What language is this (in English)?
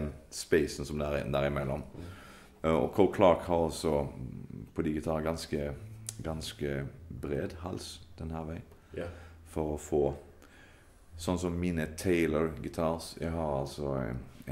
Norwegian